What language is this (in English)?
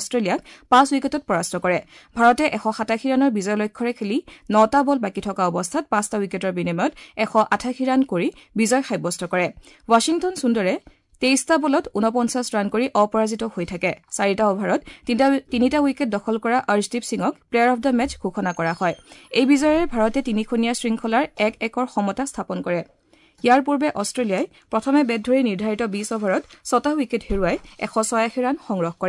Assamese